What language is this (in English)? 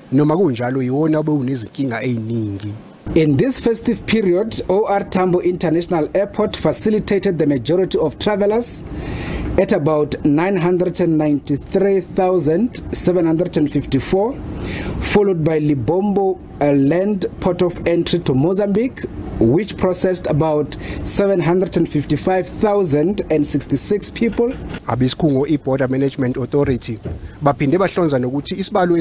Zulu